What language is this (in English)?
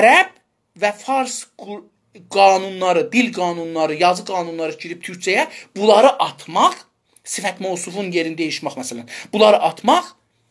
South Azerbaijani